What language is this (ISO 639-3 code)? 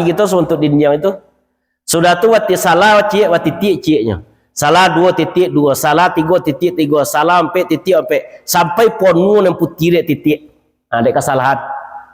min